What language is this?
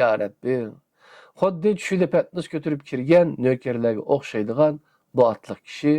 Uyghur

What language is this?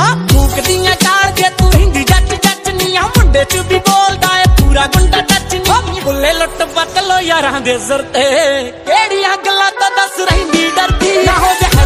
Punjabi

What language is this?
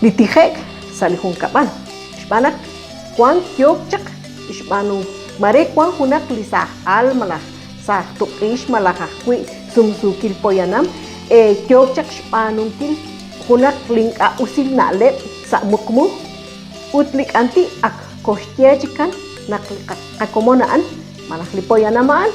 Kekchí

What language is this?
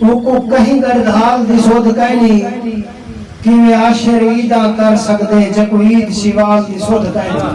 Saraiki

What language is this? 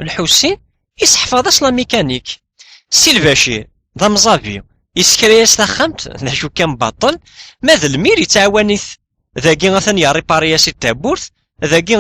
Kabyle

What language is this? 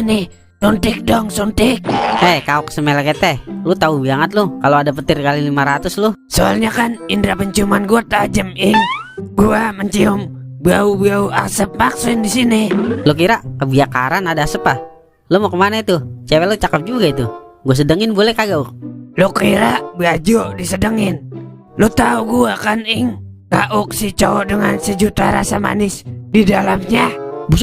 Betawi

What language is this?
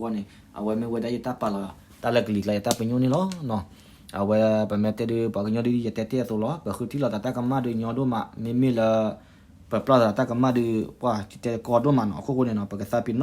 S'gaw Karen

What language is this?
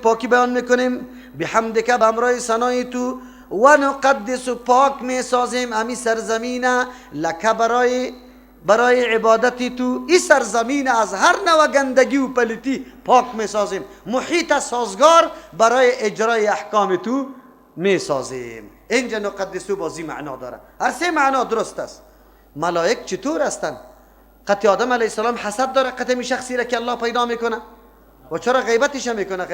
Persian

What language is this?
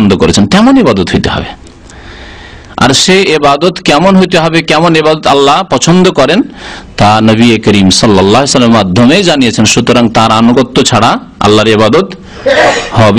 Bangla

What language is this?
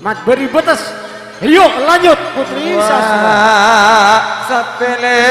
Madurese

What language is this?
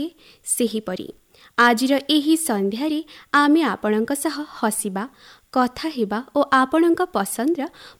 Odia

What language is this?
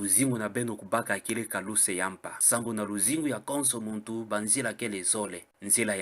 Kituba (Democratic Republic of Congo)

